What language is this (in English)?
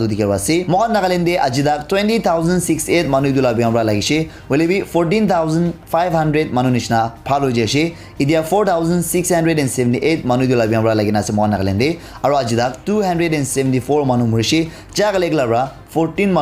Naga Pidgin